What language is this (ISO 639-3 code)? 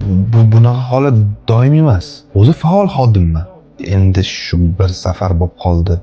uzb